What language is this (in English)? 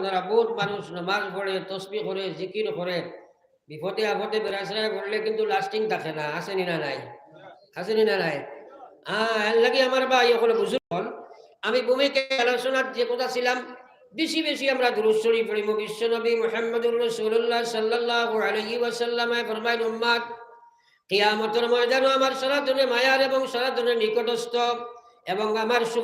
Sylheti